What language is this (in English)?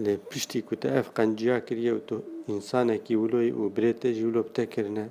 Kurdish